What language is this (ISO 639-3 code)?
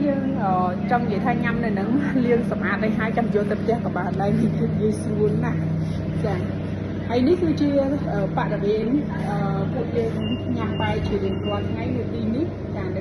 khm